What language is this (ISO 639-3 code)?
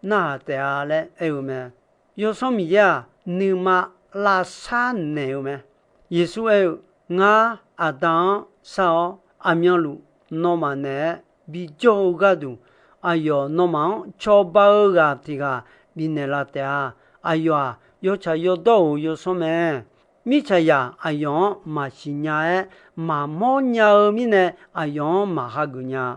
ahk